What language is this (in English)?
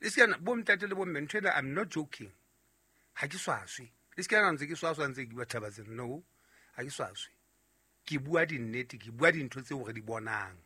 Southern Sotho